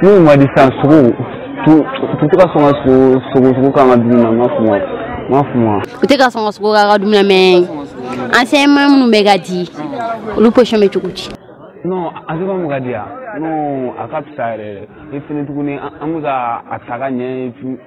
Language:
Bambara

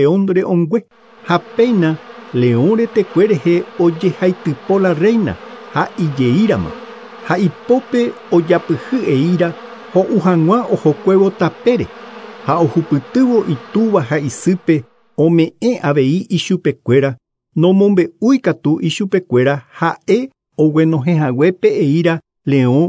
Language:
Guarani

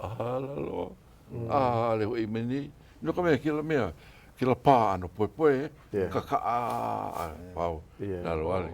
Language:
Hawaiian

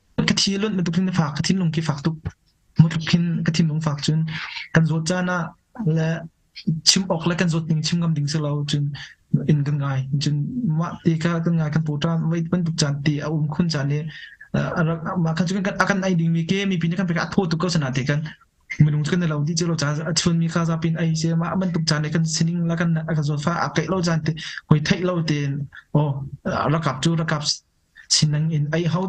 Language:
Hakha Chin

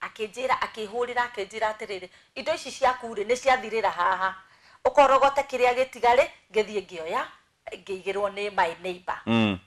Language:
Kikuyu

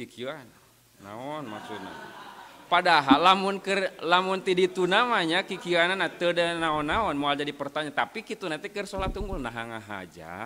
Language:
Sundanese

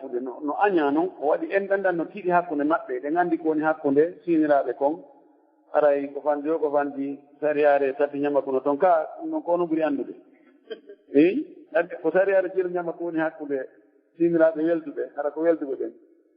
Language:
Fula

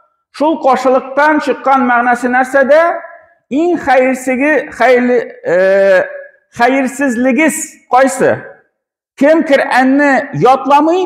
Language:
Tatar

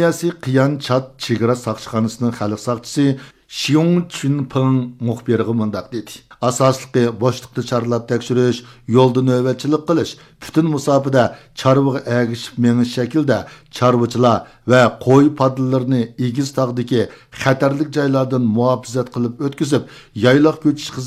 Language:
Uyghur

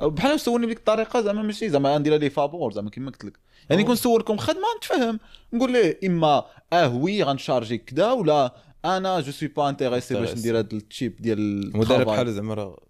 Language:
Moroccan Arabic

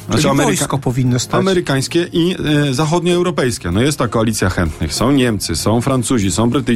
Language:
Polish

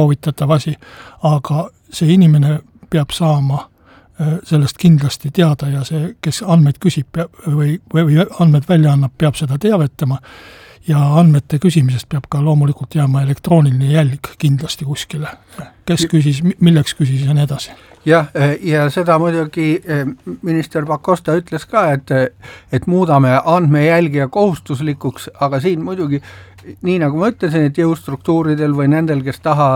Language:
Estonian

